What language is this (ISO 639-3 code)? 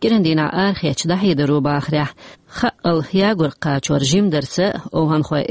che